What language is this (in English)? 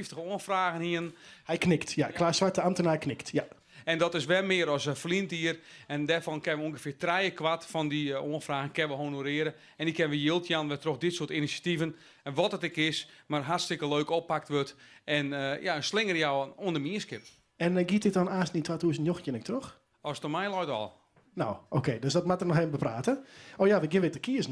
Western Frisian